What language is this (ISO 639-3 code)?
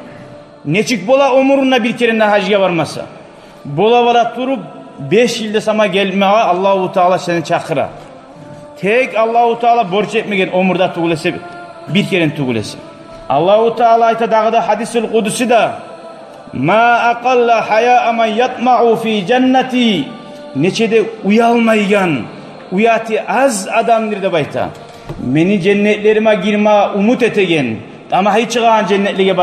kum